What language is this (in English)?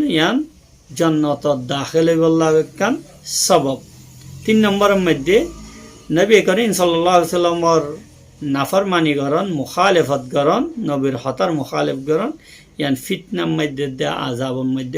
Rohingya